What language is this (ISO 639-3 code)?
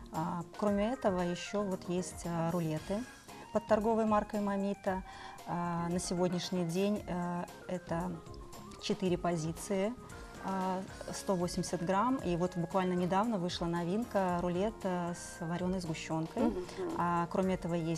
rus